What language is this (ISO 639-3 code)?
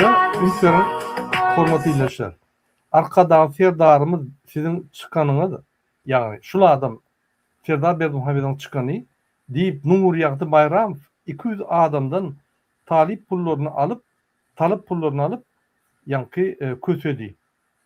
tuk